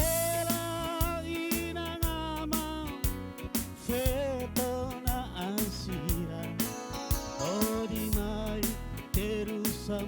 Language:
Tetum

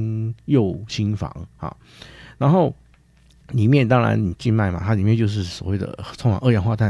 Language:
Chinese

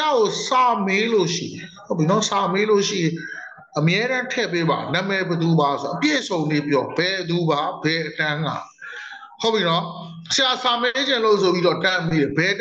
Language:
Burmese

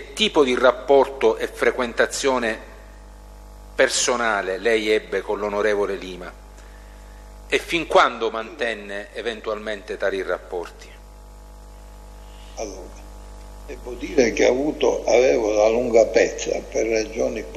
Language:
Italian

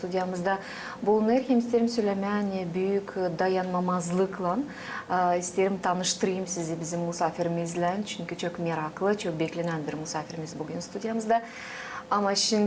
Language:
Gagauz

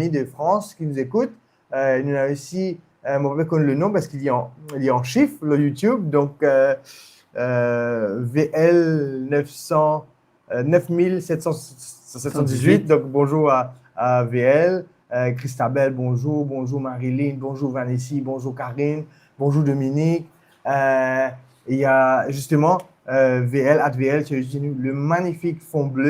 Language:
Morisyen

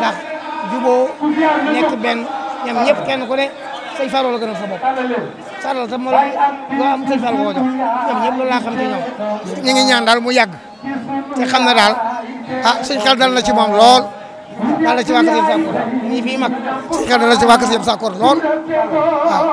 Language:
Wolof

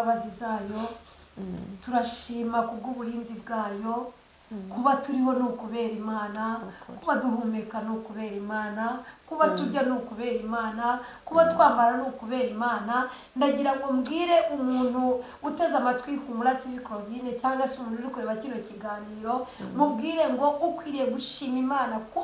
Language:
Kinyarwanda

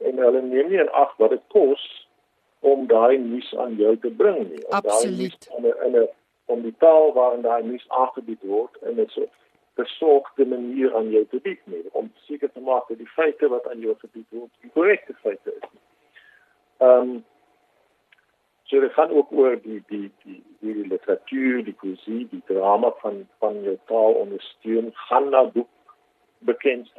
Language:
Afrikaans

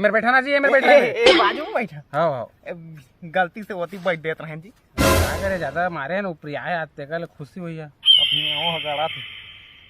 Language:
Chhattisgarhi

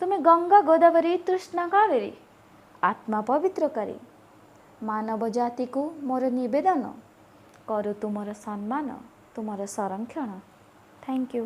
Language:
Odia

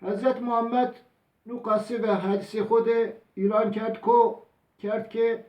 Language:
Zaza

